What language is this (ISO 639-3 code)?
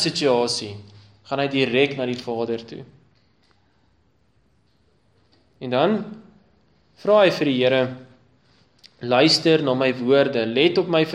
afr